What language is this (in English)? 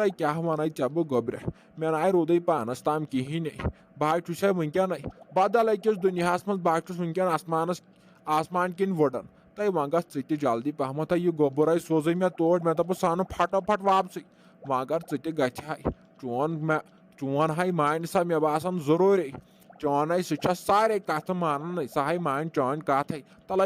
Kashmiri